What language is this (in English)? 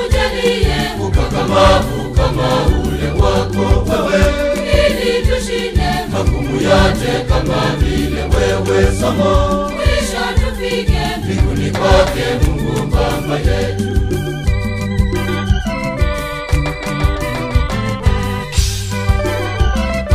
Swahili